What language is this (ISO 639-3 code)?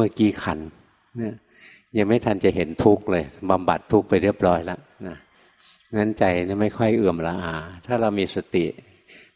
tha